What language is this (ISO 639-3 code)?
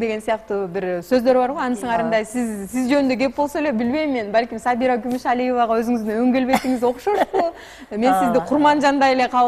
kir